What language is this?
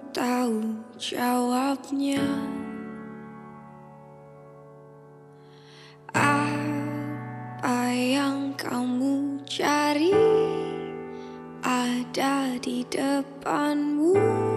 Indonesian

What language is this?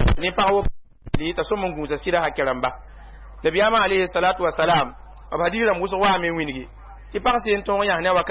Mossi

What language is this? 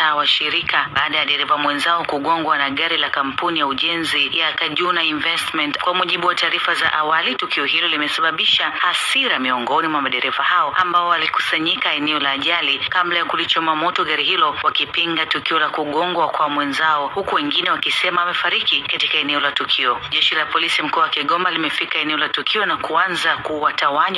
Swahili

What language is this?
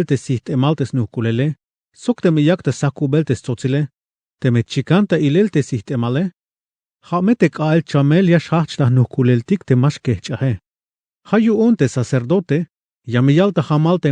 Tzeltal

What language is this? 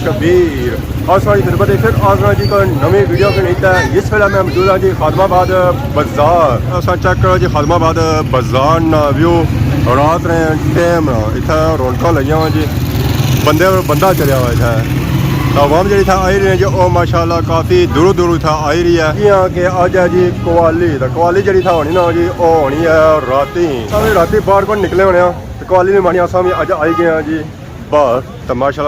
Pahari-Potwari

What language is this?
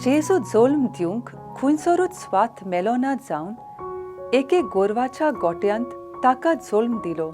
Konkani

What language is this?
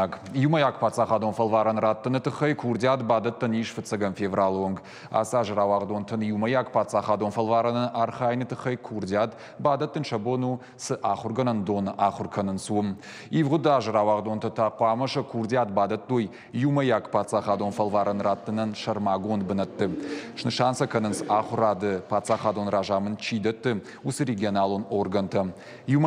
Ossetic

